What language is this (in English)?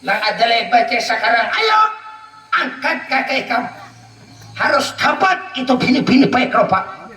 Banjar